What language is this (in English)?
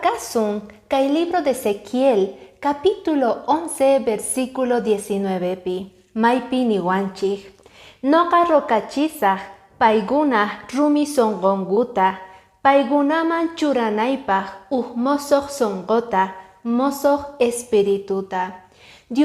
Quechua